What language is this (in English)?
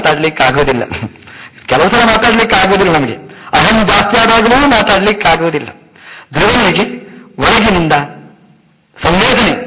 Kannada